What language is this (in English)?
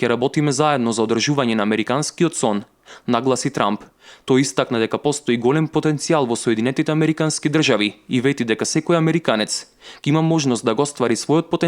Macedonian